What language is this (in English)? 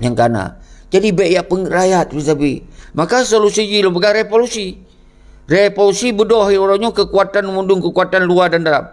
Achinese